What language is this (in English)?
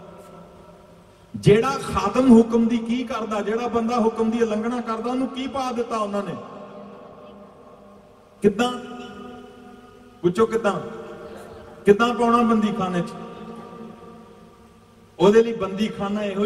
Punjabi